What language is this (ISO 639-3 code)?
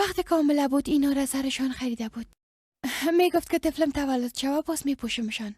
fas